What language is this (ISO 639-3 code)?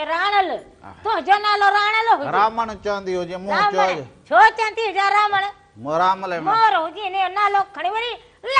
snd